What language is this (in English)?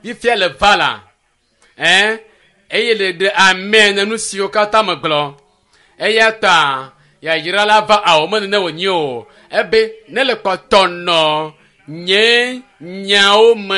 Ewe